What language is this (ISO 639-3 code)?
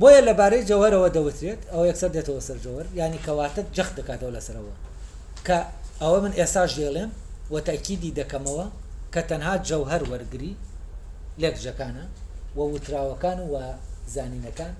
ckb